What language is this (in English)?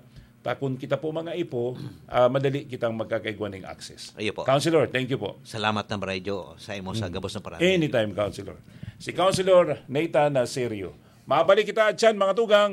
Bikol